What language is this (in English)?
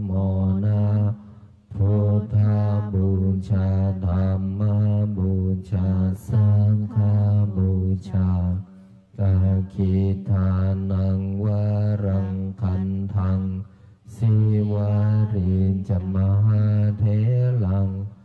Pali